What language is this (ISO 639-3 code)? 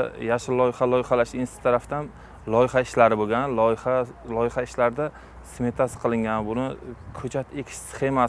uzb